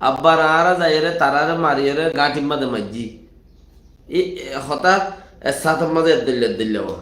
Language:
Rohingya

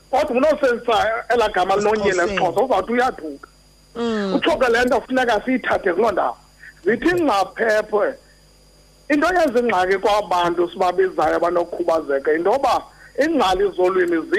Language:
Xhosa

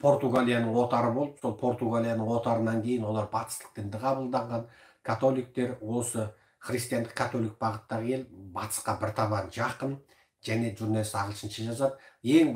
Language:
Kazakh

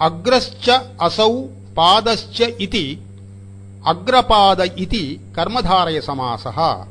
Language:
Sanskrit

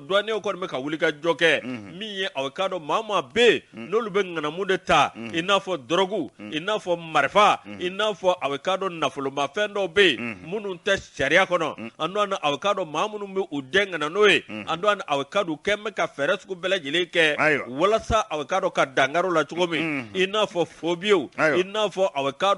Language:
Bambara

